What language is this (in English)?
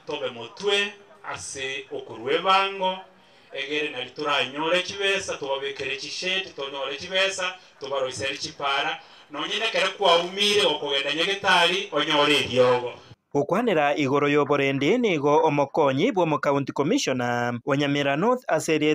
Gusii